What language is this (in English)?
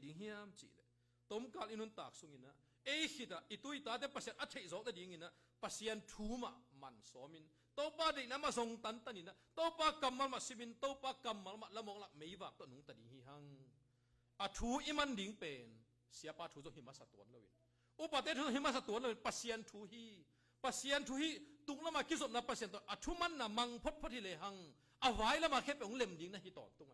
Tedim Chin